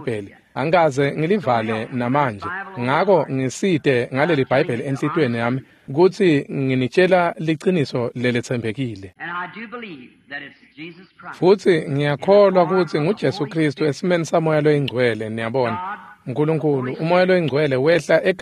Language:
Swati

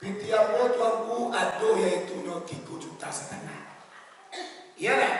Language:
Minangkabau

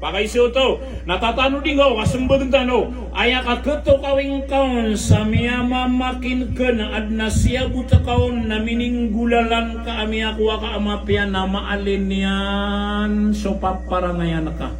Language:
Maranao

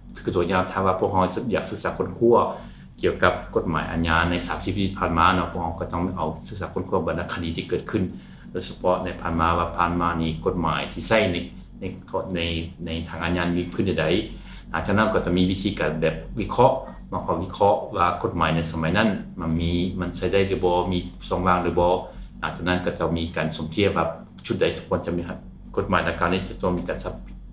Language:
Lao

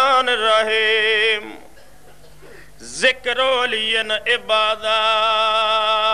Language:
Urdu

